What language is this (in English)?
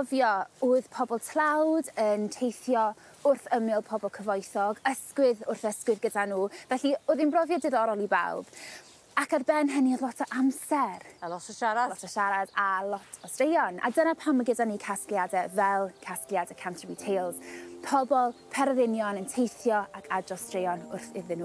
Welsh